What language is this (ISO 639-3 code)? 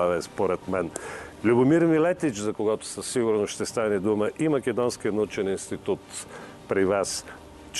bul